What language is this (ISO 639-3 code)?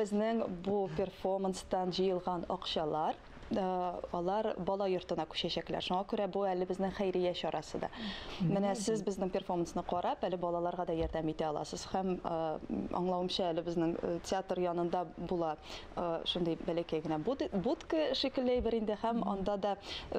tat